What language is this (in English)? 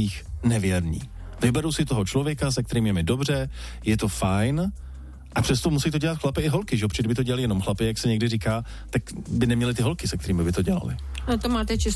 Czech